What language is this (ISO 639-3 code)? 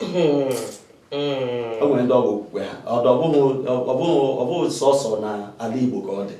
ibo